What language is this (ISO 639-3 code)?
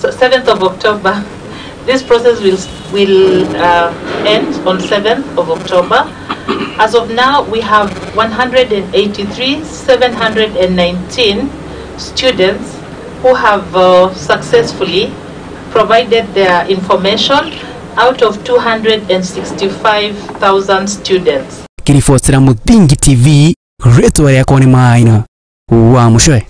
kik